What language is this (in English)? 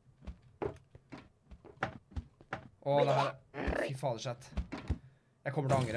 Norwegian